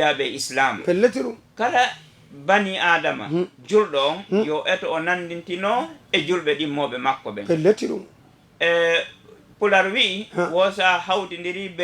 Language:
Fula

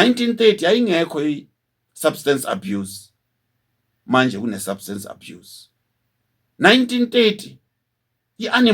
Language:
Zulu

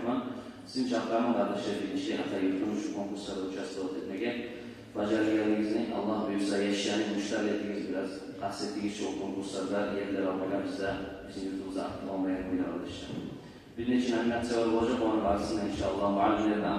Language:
Kumyk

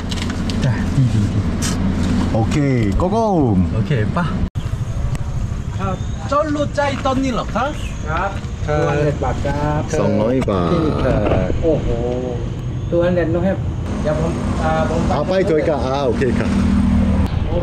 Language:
Thai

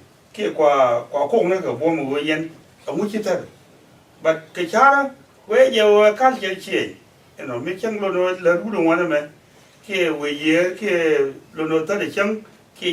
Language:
Nuer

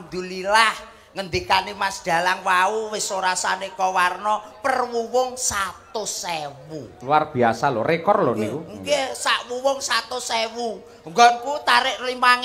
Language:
Javanese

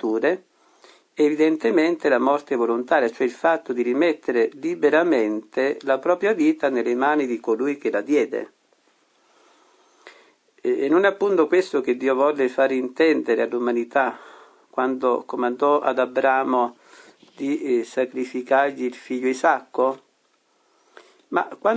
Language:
Italian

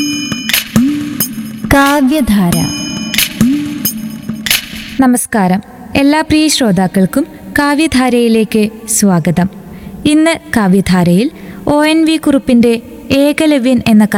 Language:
Malayalam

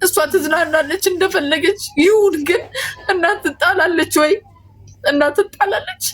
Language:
Amharic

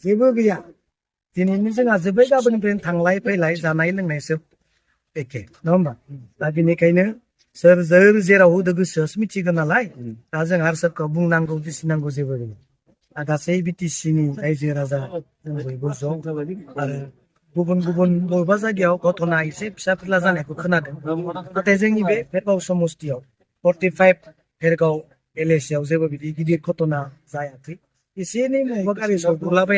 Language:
Bodo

